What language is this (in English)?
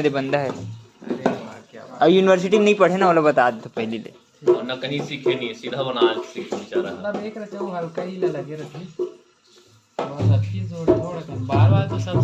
Chhattisgarhi